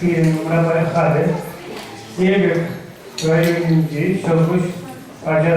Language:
Chuvash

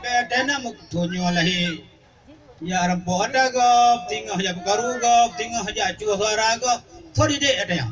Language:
Achinese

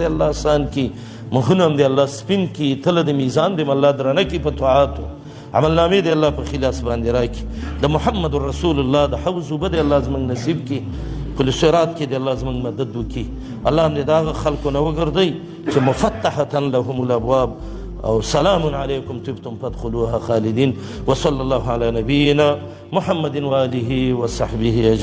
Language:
Pashto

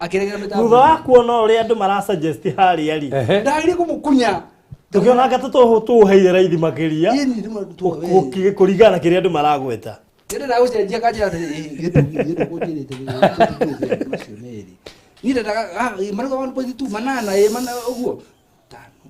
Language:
Kikuyu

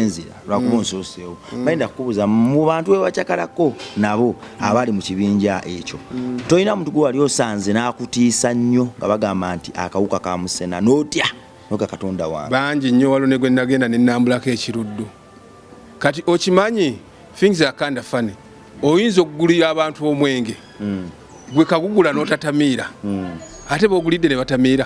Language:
Ganda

